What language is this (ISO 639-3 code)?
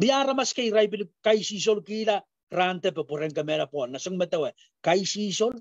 pon